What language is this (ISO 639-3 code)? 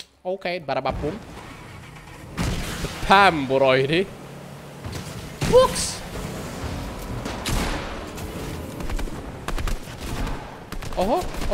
fin